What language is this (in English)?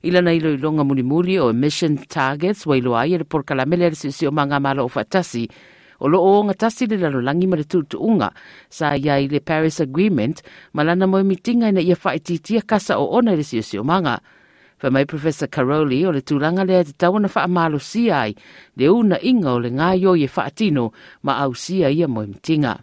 Samoan